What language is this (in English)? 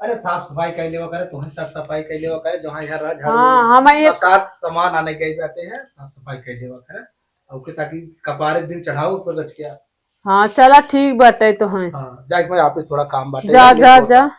Awadhi